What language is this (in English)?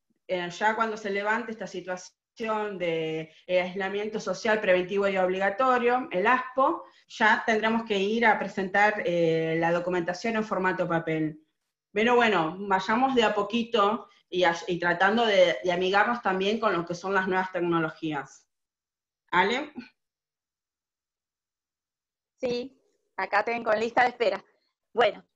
Spanish